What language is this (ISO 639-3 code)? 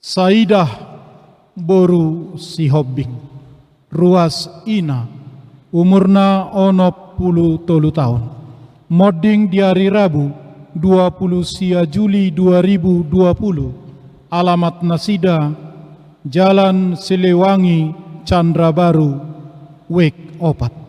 bbc